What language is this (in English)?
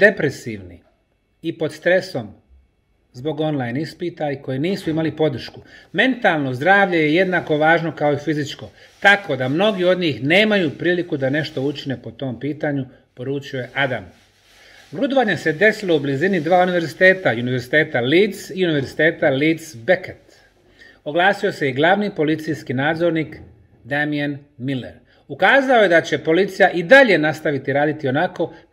Bosnian